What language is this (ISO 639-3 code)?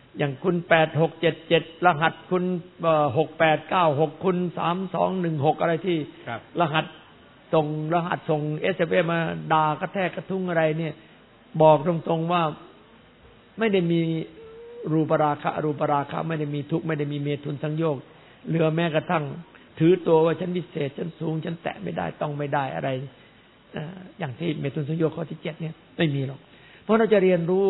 tha